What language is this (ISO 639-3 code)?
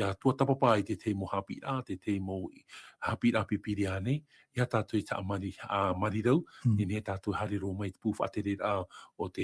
tah